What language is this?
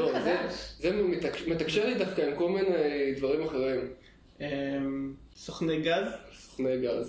Hebrew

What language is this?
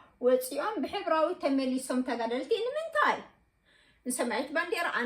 Tigrinya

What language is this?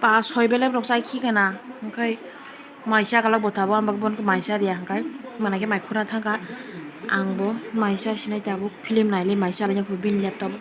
Kok Borok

